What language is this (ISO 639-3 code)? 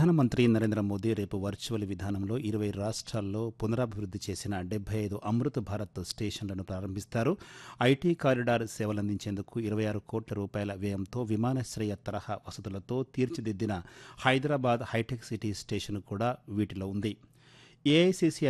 tel